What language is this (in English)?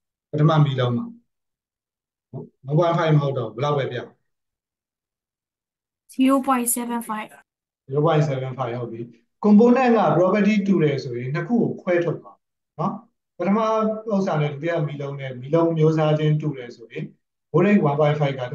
Burmese